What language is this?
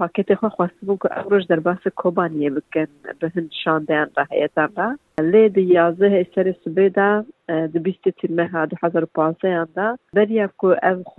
Kurdish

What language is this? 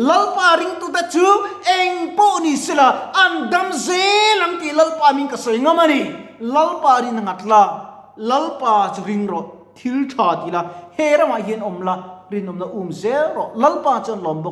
Mizo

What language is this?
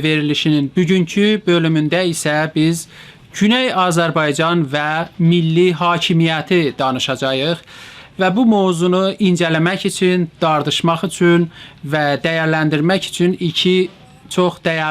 South Azerbaijani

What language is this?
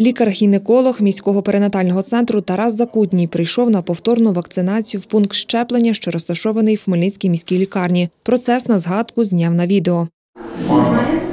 Ukrainian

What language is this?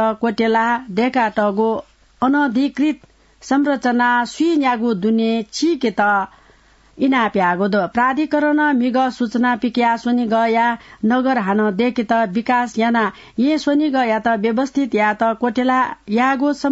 Newari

